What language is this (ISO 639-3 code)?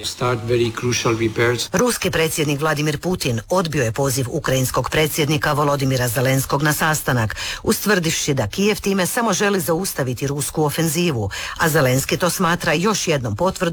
hrv